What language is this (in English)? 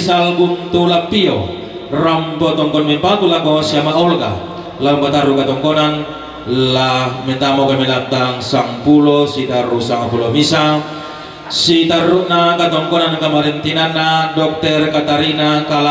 Toraja-Sa'dan